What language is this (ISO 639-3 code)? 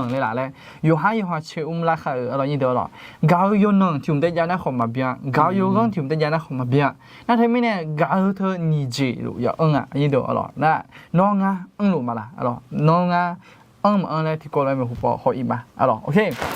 ahk